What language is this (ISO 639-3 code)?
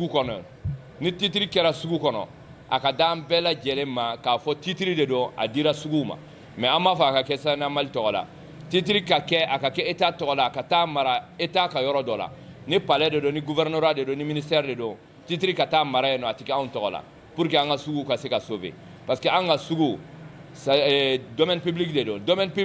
bam